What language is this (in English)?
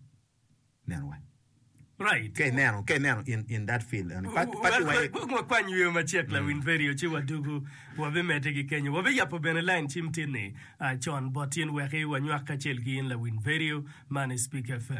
Acoli